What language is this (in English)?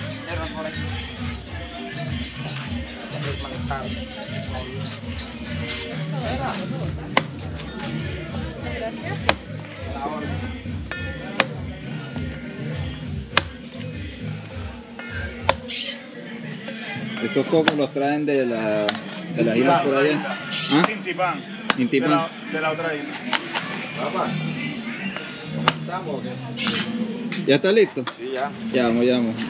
Spanish